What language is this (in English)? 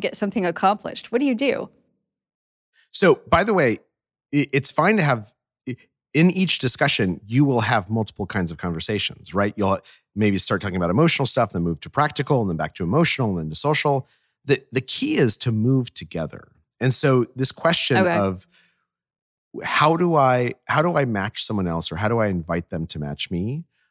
English